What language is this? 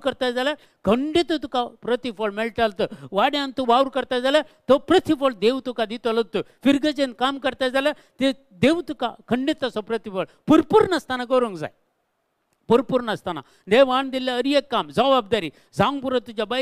Konkani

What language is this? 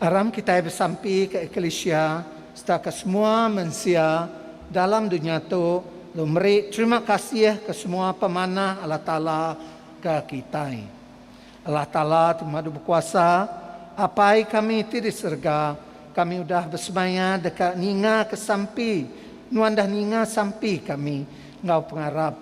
Iban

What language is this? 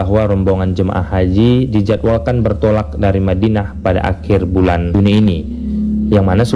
Indonesian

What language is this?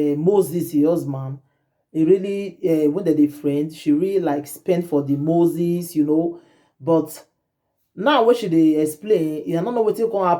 Nigerian Pidgin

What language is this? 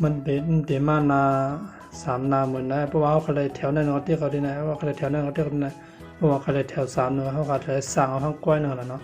Shan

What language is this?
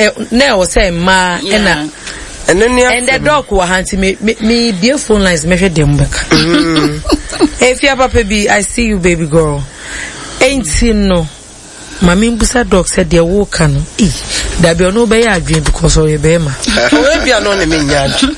Akan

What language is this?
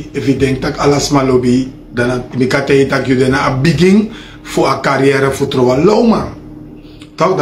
Sranan Tongo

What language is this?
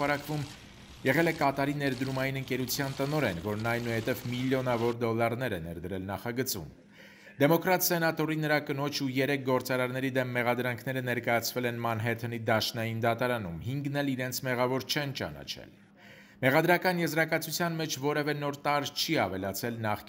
Armenian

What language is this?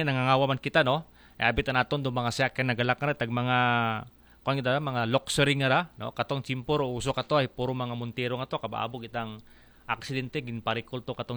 Aklanon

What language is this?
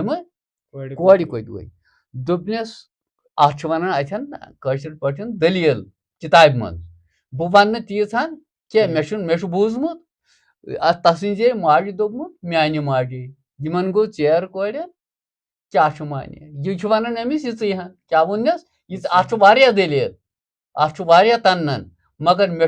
Kashmiri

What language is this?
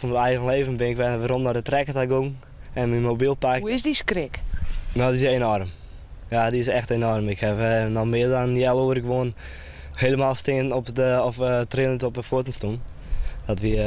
Western Frisian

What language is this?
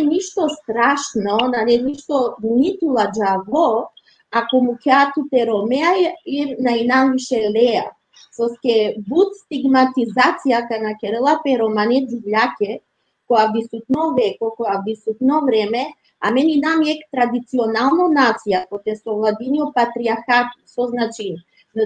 Balkan Romani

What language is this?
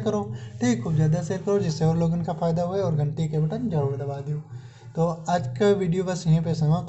Awadhi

